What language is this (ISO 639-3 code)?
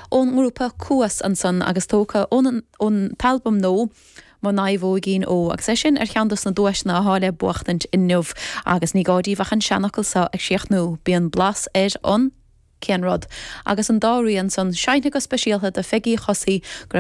gle